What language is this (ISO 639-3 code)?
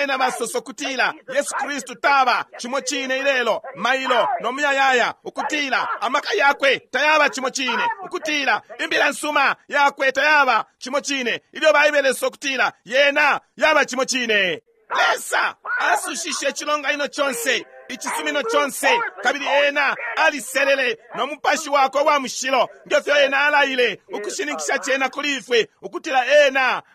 bem